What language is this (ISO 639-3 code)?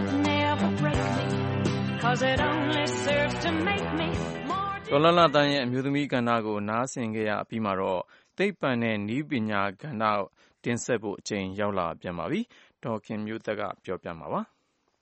mya